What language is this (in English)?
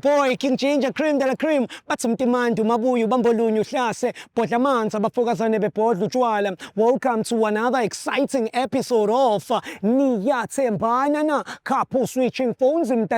Zulu